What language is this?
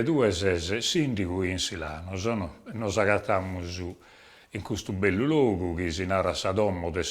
Sardinian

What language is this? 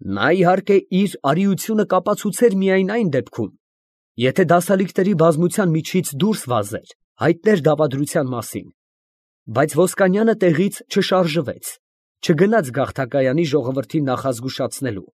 Armenian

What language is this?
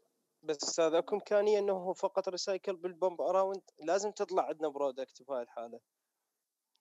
Mesopotamian Arabic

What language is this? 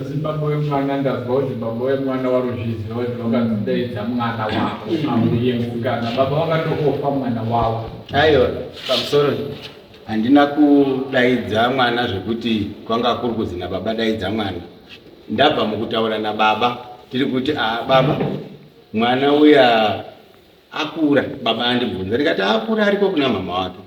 Shona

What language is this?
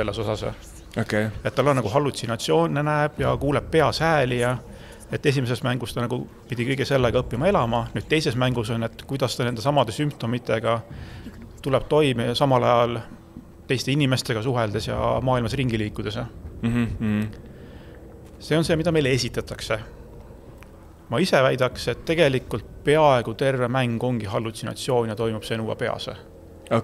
Estonian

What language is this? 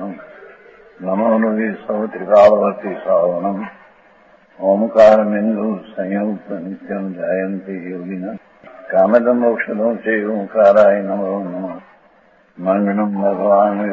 Gujarati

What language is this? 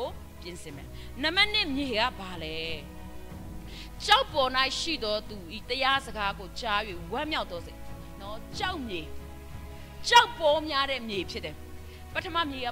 Burmese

